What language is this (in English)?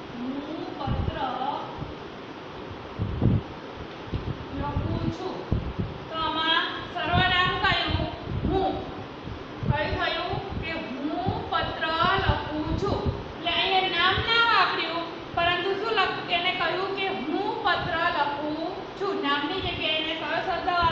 Gujarati